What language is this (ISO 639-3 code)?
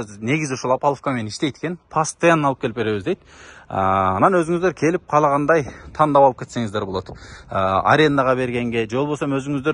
kir